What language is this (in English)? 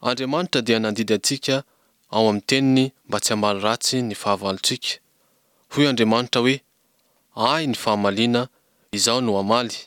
Malagasy